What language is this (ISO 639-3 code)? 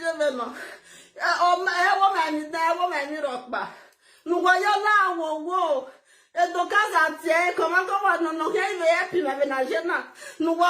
pcm